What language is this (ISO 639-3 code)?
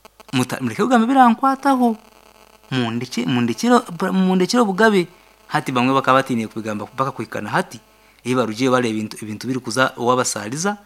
nyn